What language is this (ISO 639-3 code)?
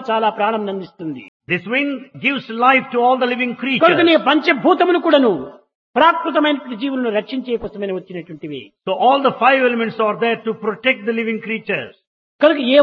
tel